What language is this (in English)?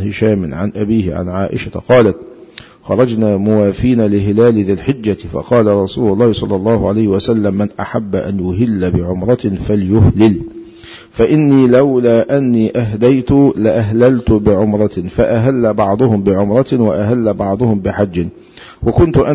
Arabic